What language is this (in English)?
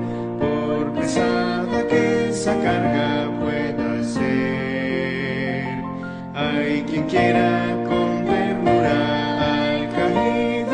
Spanish